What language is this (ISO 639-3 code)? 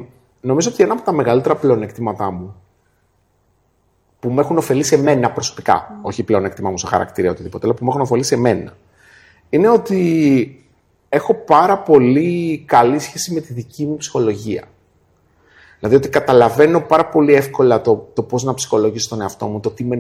ell